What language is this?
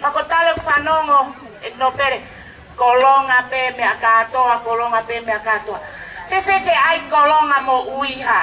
Tongan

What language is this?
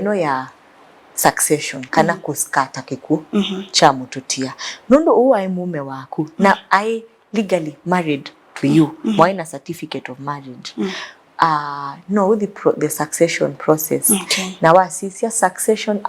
Kamba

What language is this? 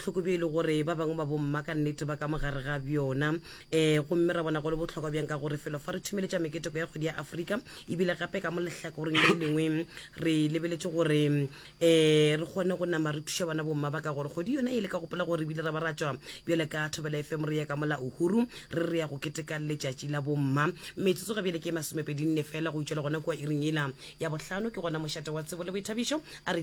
Northern Sotho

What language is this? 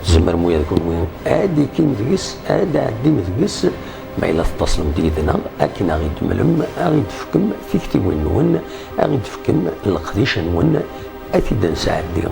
Kabyle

